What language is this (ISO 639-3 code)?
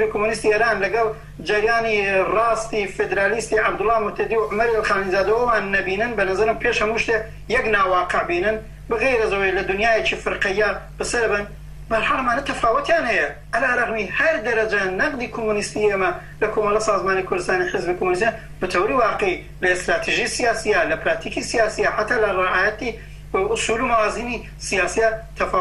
ckb